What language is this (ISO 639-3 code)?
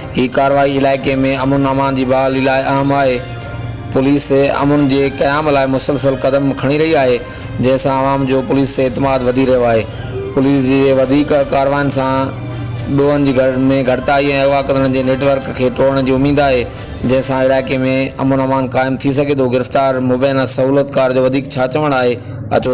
snd